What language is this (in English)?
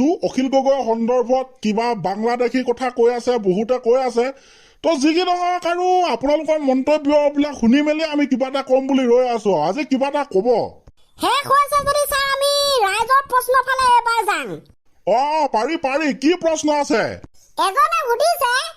Assamese